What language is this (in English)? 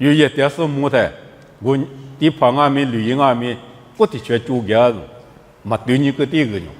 Lisu